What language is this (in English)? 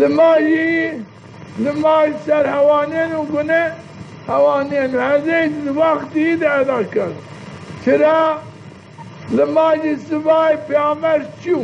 Zaza